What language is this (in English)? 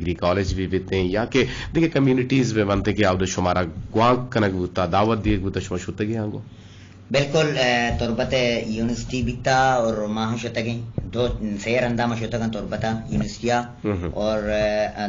Eastern Balochi